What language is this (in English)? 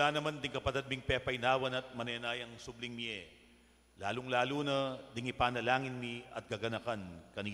Pampanga